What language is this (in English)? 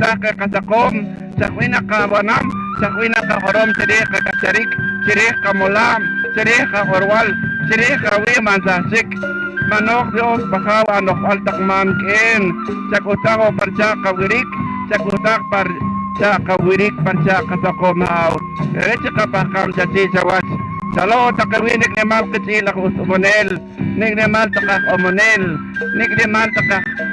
Poqomchi'